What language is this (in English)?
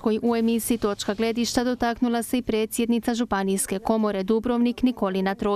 Croatian